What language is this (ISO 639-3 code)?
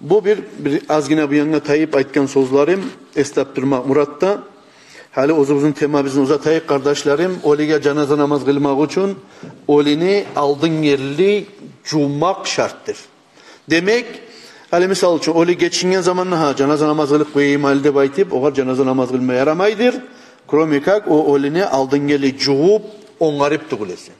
kum